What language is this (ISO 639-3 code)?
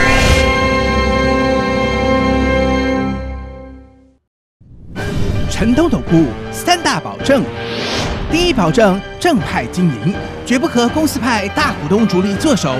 zho